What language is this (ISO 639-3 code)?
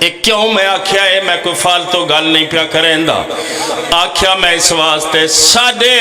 phr